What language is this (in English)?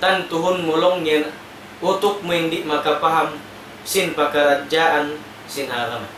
Tausug